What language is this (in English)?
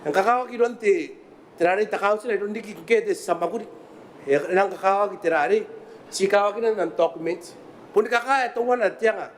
Gilbertese